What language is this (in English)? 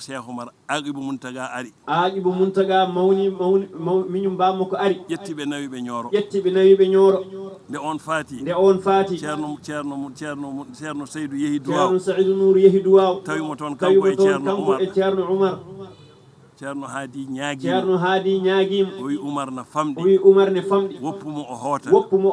Fula